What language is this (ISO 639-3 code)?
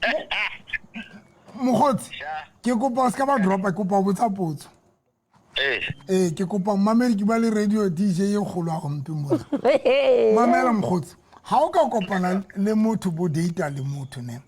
sot